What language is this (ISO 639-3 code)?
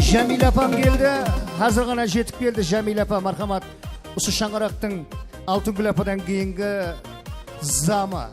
kaa